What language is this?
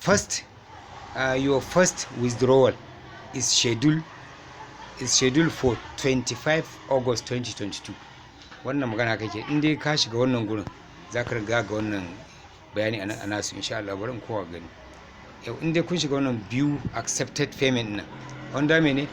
Hausa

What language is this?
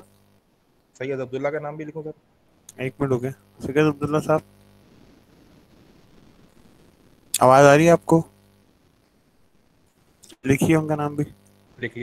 Hindi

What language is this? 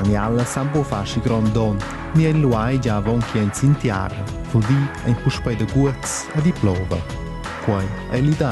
Romansh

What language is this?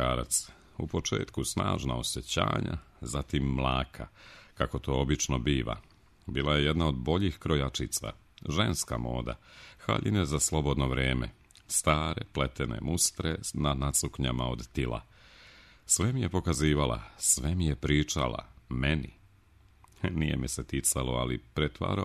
Serbian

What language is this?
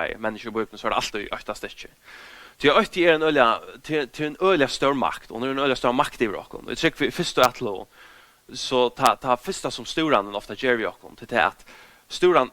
Faroese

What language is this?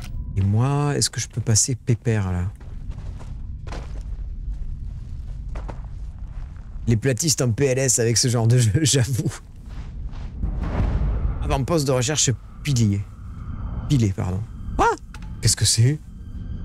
French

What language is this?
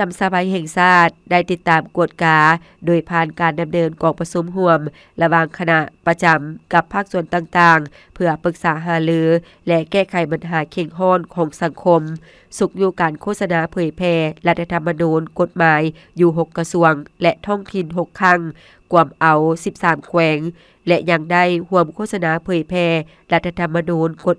Lao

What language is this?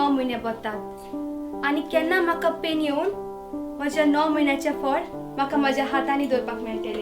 Konkani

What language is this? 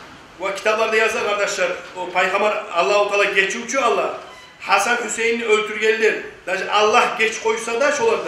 Kumyk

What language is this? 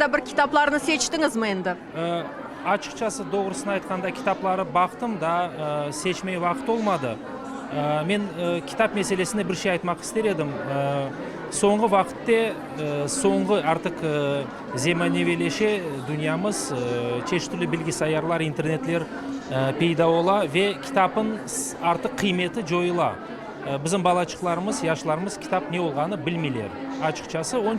Crimean Tatar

